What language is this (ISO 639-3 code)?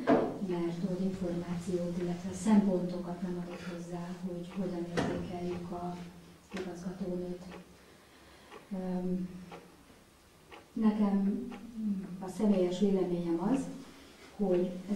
hun